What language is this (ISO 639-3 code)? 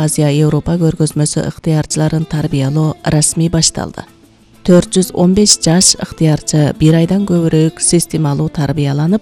kir